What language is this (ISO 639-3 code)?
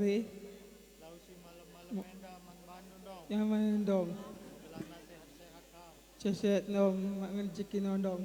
btx